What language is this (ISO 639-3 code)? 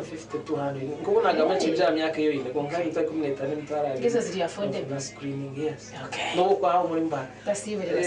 nyn